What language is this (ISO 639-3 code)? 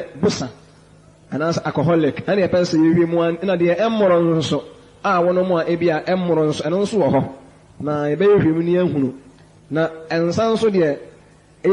aka